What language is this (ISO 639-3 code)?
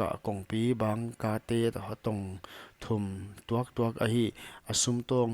pck